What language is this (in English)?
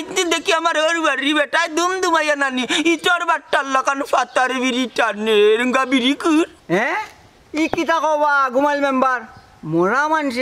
Sylheti